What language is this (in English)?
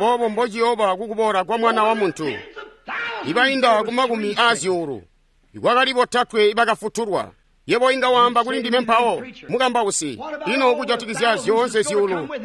Tonga (Zambia)